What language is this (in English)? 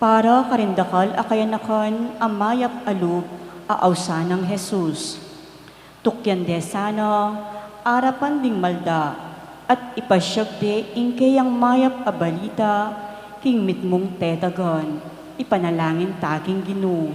Pampanga